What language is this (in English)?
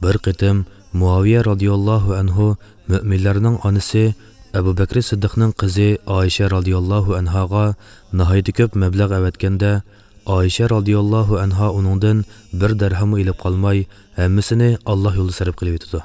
Uyghur